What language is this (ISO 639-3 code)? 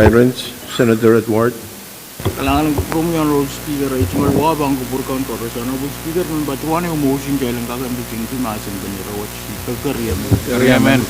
pon